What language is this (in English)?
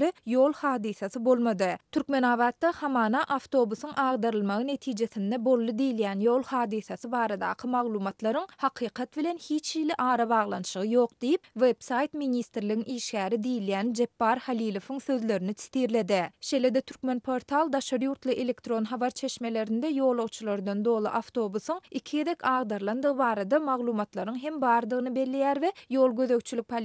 Turkmen